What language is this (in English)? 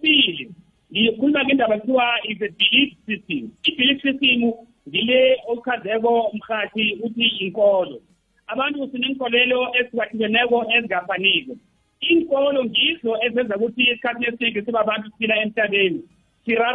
South Ndebele